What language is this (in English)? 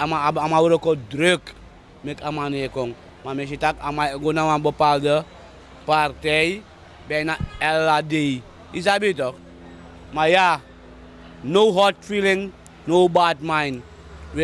Sranan Tongo